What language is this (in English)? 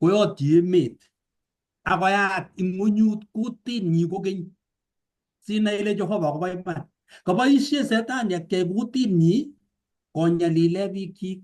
Kalenjin